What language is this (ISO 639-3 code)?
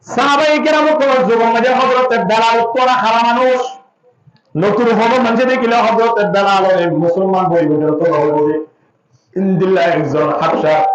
rhg